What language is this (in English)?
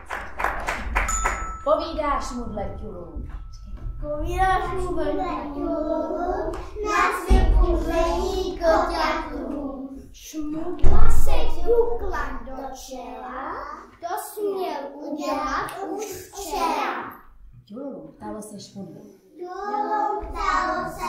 Czech